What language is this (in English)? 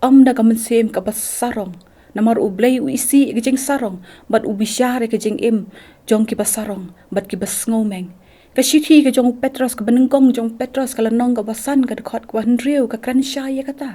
Khasi